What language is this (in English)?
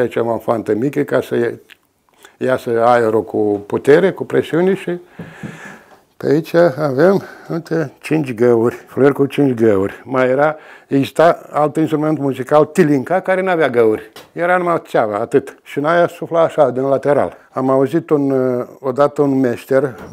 Romanian